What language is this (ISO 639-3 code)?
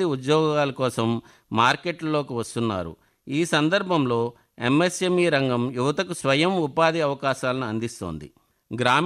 tel